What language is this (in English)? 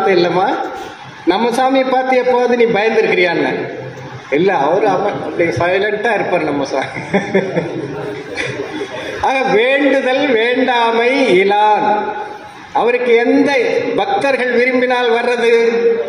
Tamil